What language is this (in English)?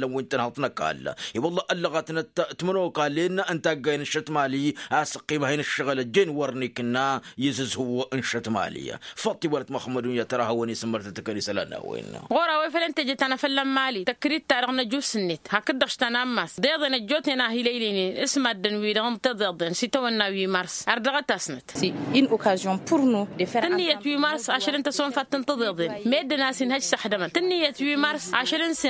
Tamasheq